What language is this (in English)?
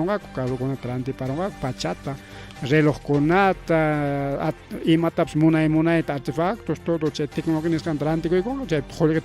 Ayacucho Quechua